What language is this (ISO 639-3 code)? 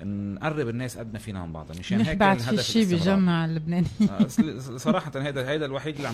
apc